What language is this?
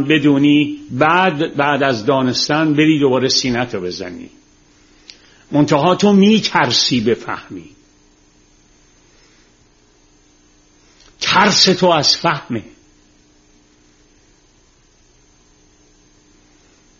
Persian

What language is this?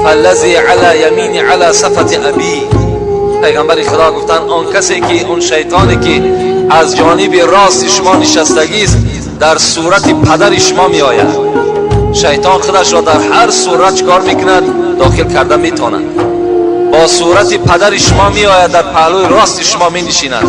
Tajik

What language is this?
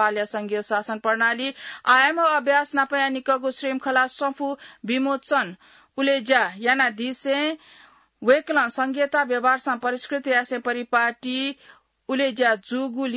Newari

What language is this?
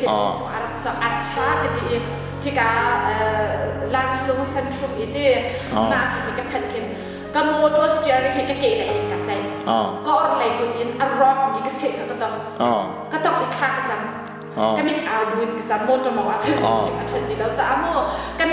Hakha Chin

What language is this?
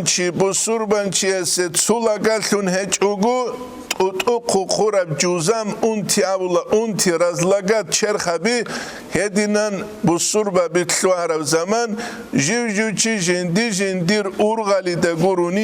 Avaric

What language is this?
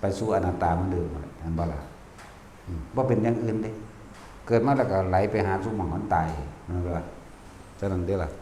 Lao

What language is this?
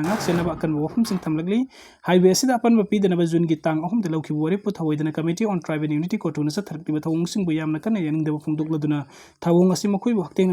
Manipuri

